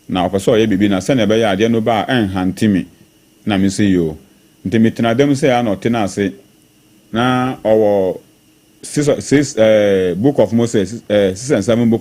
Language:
Akan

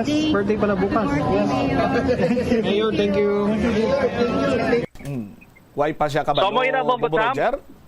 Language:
Hiligaynon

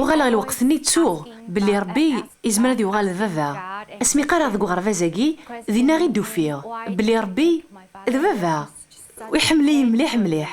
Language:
Kabyle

